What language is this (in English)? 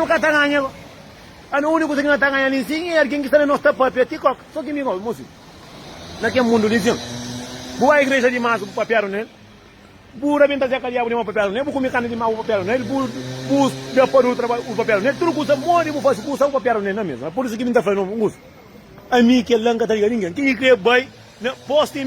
Kabuverdianu